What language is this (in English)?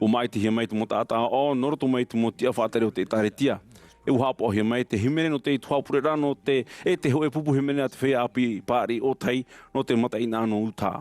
Tahitian